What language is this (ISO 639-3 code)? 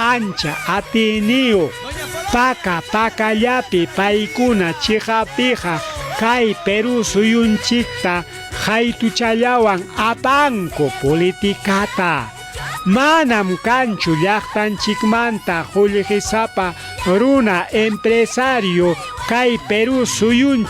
quy